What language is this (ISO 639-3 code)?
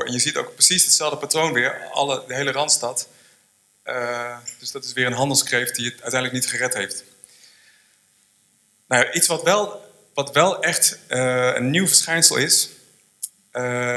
nld